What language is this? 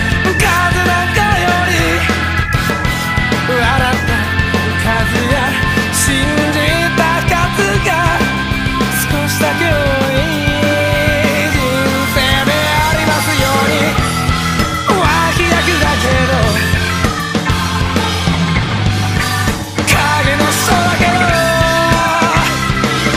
Japanese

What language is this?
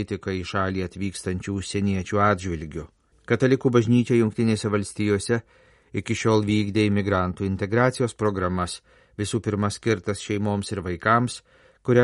Lithuanian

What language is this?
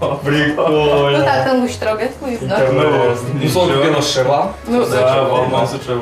Udmurt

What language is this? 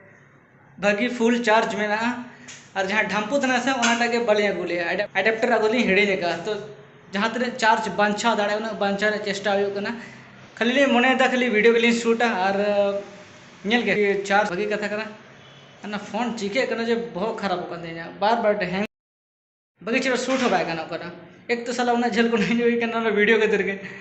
Santali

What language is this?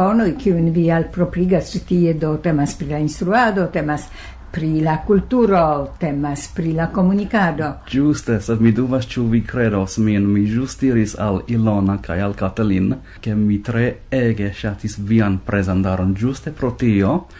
Esperanto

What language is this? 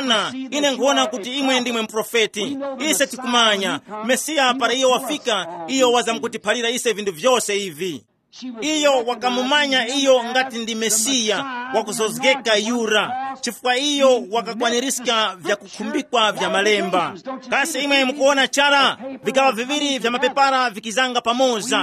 Tumbuka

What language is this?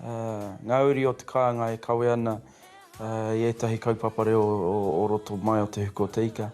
Māori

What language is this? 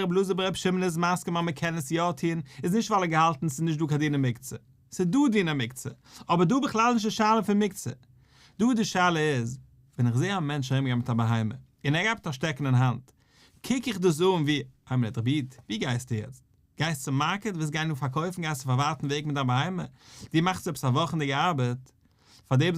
Yiddish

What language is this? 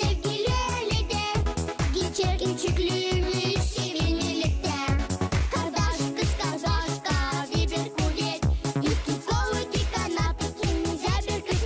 Gagauz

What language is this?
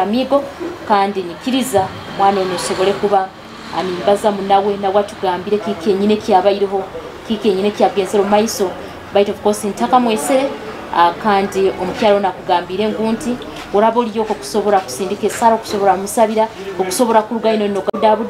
Nyoro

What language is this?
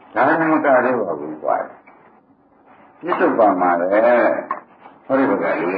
Burmese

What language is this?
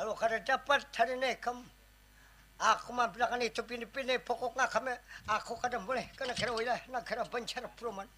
Banjar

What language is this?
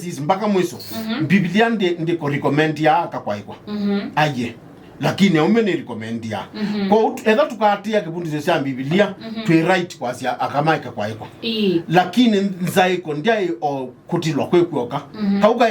Kamba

